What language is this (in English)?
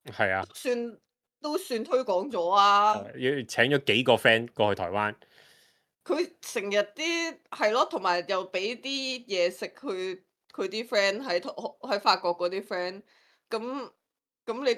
Cantonese